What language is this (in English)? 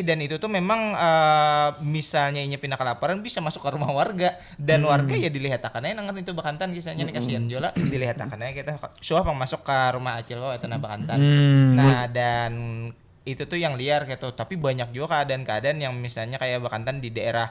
Banjar